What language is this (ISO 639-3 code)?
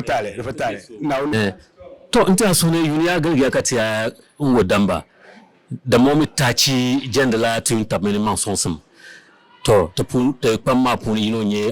dag